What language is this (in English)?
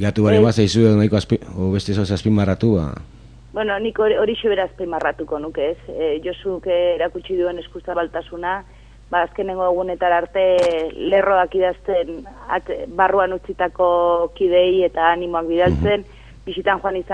Basque